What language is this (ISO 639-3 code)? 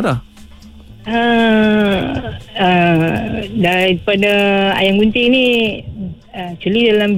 msa